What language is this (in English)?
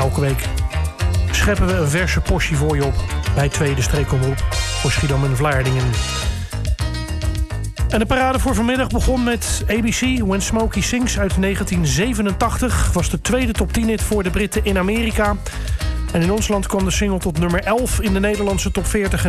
Dutch